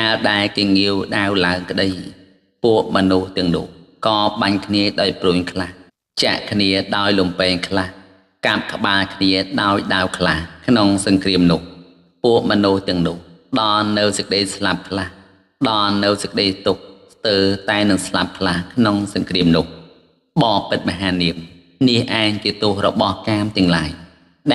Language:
Khmer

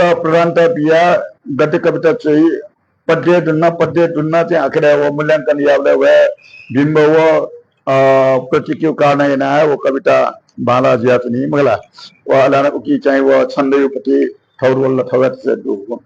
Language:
Newari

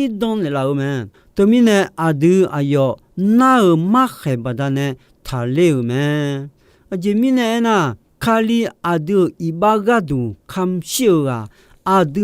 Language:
Akha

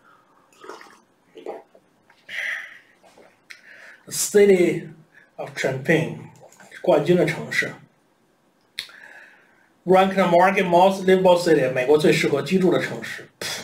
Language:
Chinese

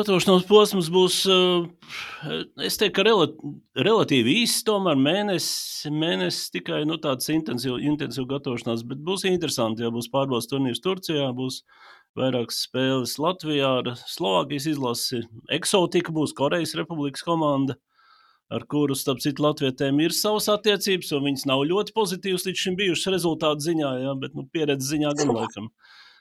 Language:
Latvian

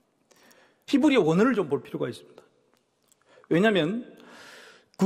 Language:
Korean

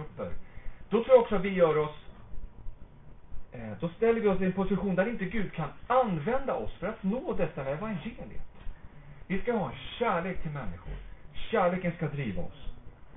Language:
Swedish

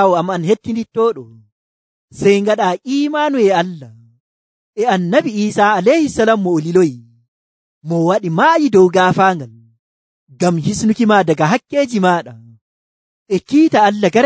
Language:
Nigerian Fulfulde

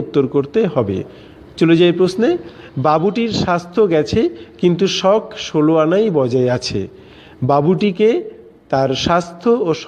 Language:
Bangla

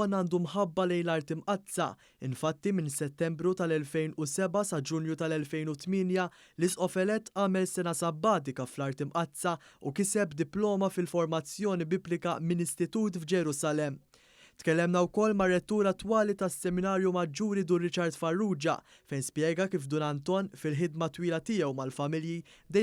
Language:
Maltese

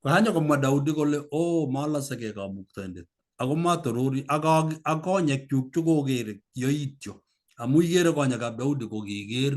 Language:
Kalenjin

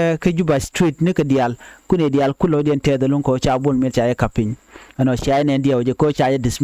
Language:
Nuer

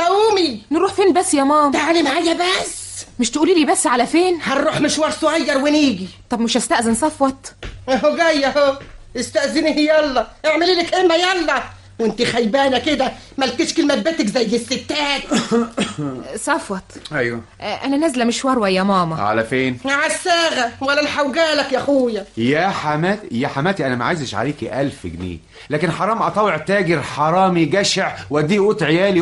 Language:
Egyptian Arabic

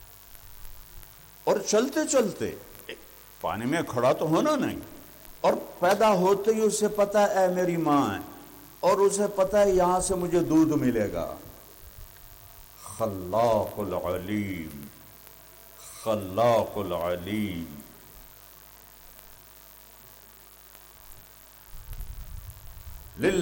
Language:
Urdu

